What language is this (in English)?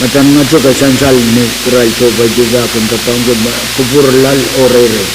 Pohnpeian